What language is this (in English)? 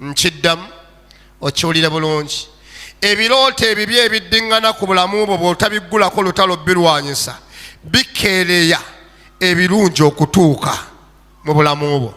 Ganda